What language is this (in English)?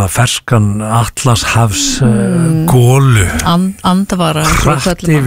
Icelandic